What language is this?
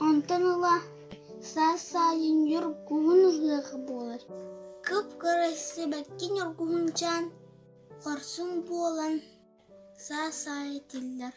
Yakut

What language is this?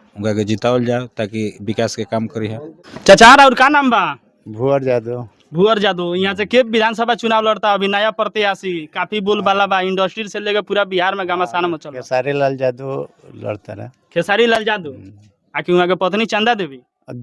Bhojpuri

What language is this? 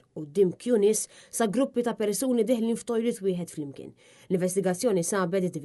Maltese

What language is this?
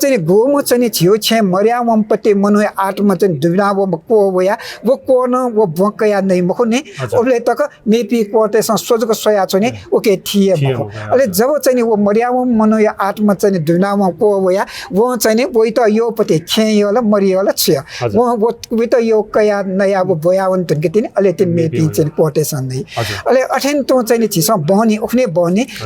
Newari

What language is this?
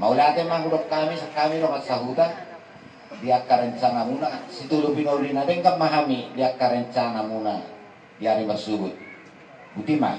Batak Toba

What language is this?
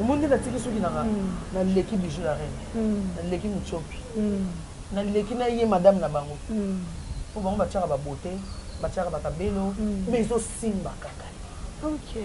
Lingala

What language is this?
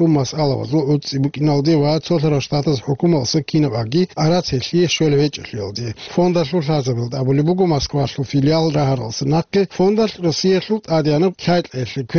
Avaric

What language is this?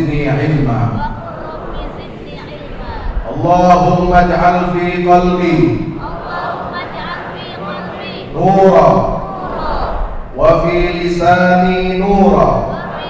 Indonesian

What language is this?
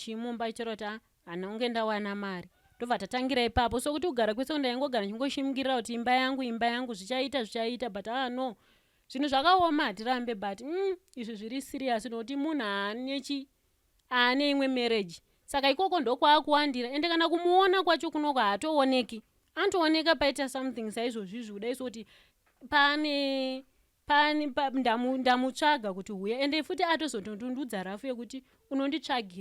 Shona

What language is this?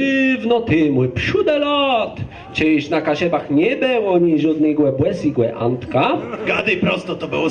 Kashubian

